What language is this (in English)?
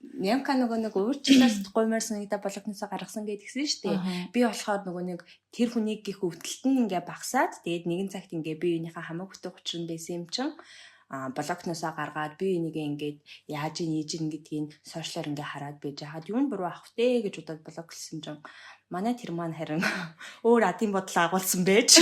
Mongolian